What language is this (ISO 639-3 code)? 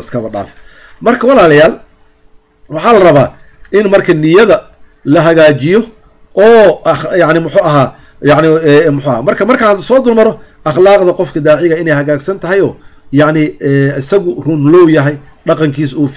som